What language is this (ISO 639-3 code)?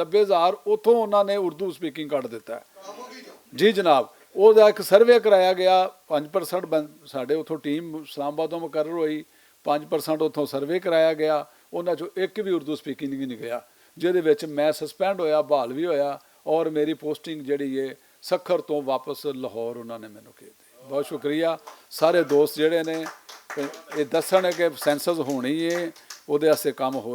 lah